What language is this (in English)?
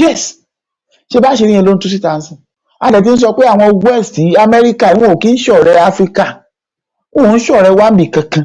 Yoruba